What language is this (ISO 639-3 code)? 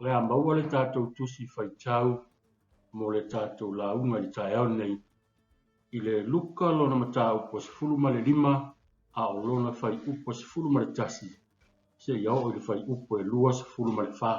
smo